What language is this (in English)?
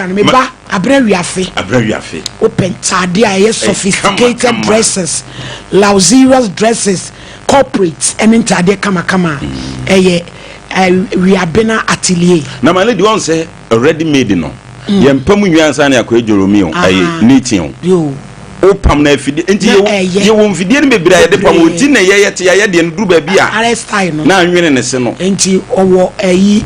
Akan